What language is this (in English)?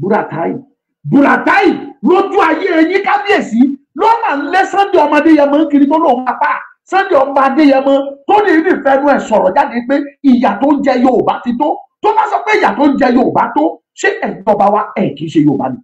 Yoruba